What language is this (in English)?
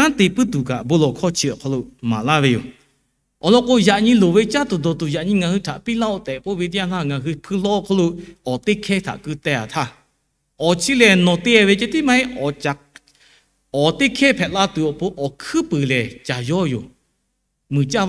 Lahu